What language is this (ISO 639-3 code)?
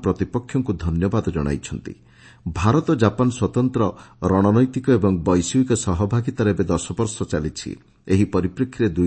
ori